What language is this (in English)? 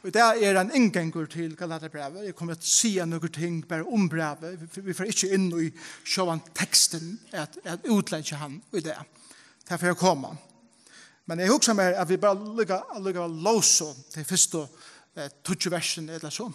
Faroese